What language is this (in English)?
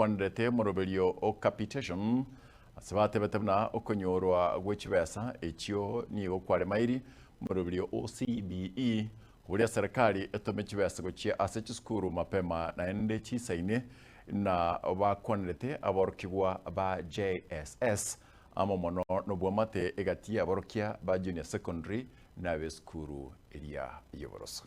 Gusii